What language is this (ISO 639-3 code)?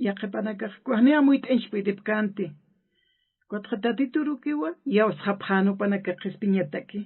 aym